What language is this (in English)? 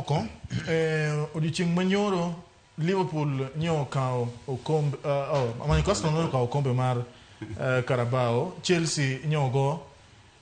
Luo (Kenya and Tanzania)